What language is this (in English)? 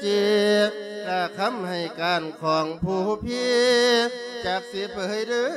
Lao